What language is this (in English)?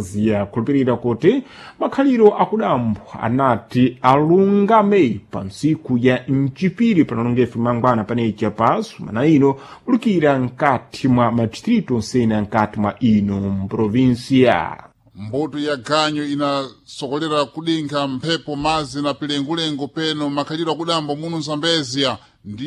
Sena